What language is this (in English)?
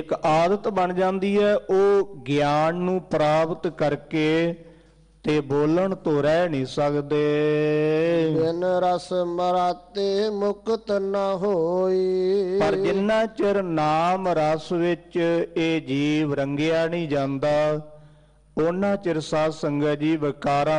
Punjabi